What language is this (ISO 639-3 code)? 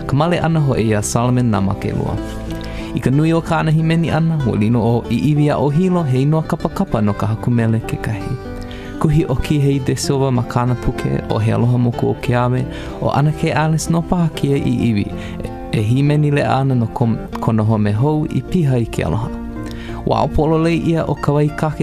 haw